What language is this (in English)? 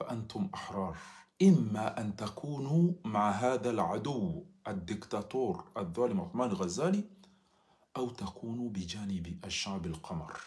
Ngazidja Comorian